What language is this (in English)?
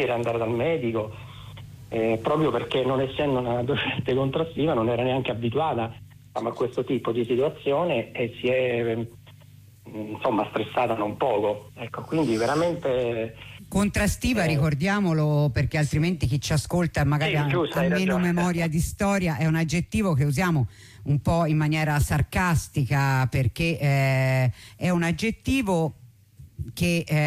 Italian